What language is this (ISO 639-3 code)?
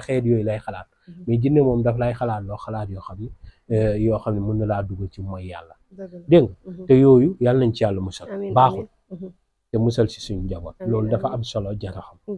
wol